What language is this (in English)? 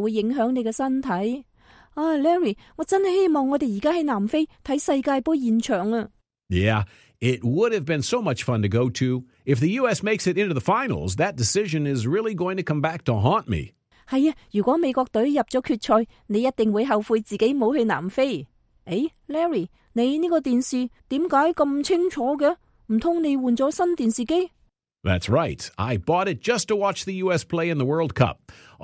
Cantonese